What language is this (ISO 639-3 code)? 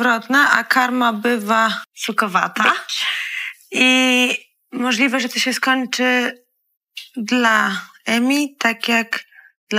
pol